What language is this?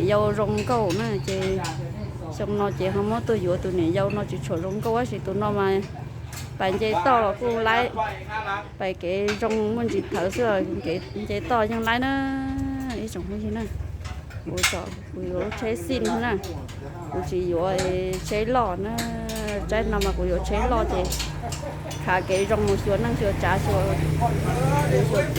Hmong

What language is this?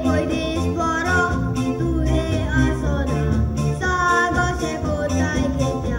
Konkani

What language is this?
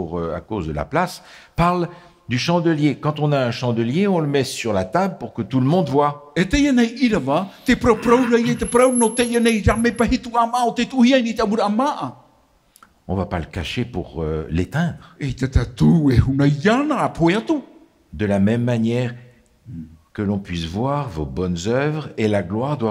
Tahitian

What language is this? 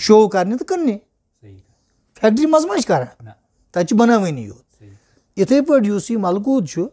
Kashmiri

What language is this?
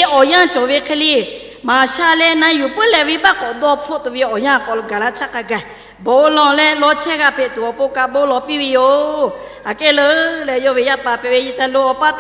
Lahu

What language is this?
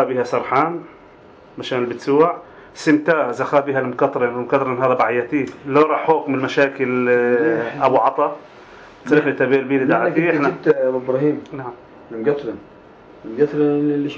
North Levantine Arabic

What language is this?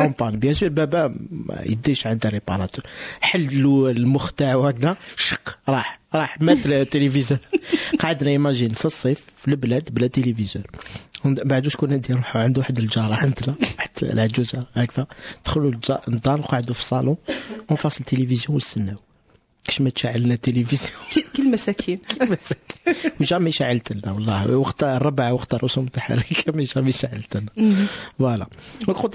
Moroccan Arabic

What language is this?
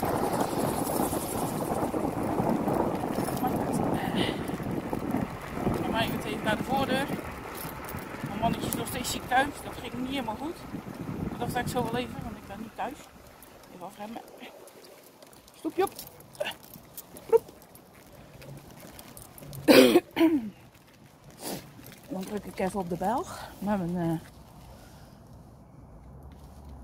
Dutch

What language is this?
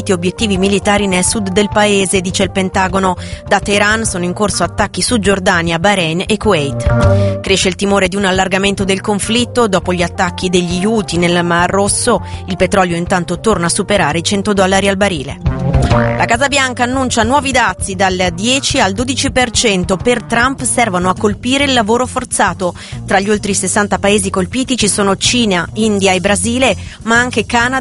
Italian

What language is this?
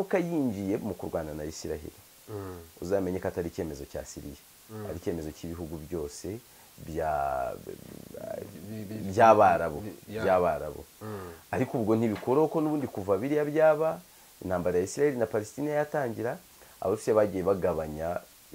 Kinyarwanda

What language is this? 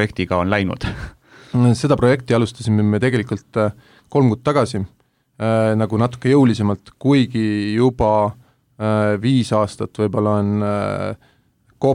Estonian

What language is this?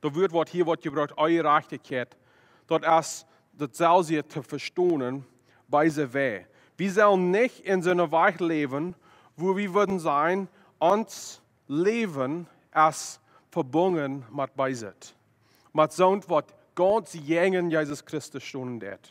Plautdietsch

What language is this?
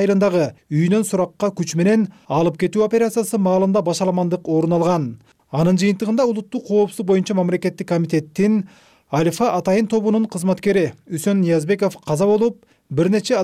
Kyrgyz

